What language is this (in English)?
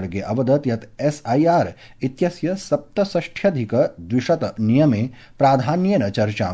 Sanskrit